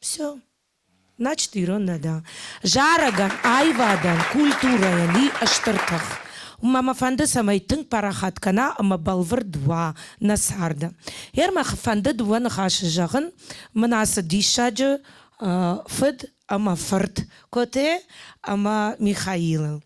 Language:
Ossetic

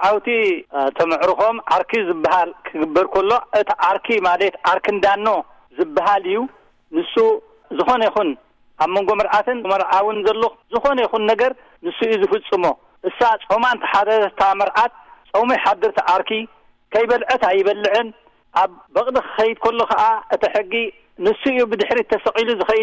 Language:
Tigrinya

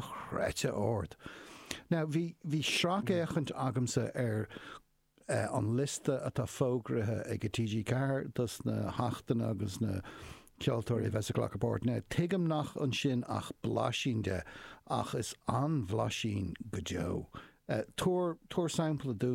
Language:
Irish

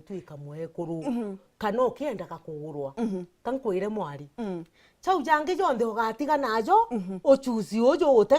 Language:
Meru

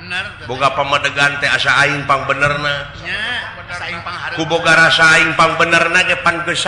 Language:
Sundanese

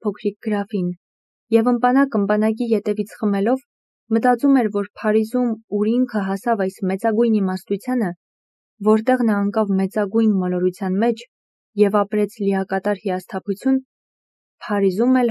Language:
Armenian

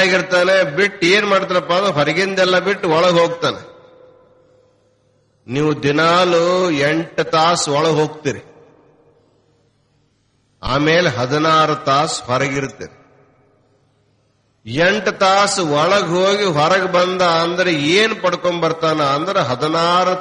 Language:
Kannada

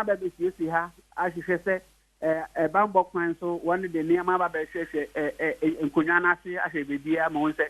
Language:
Akan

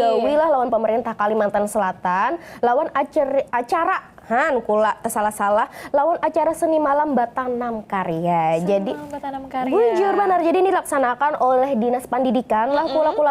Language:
Banjar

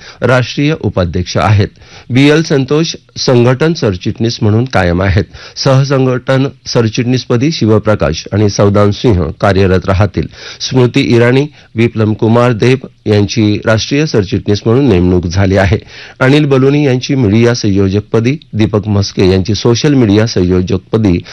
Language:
Marathi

